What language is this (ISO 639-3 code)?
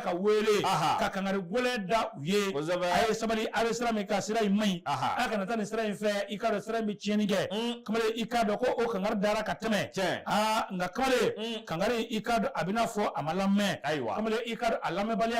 bam